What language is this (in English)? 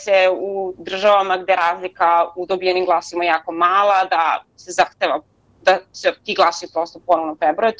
Serbian